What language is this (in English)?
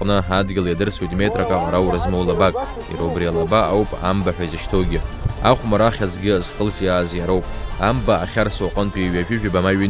Abkhazian